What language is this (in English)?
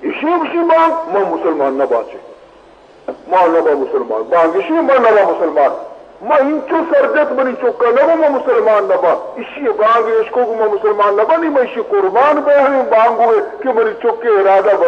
Baluchi